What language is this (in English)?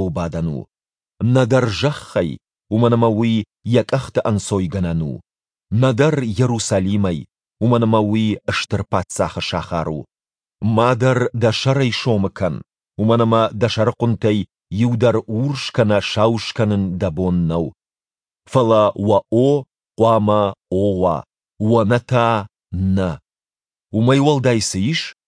Ossetic